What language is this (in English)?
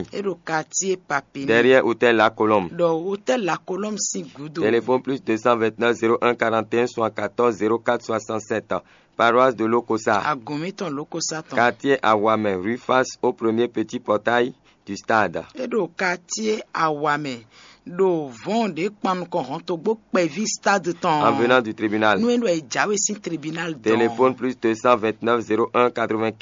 Fon